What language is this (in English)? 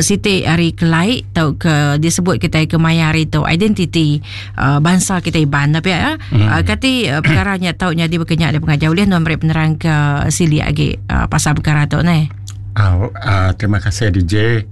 Iban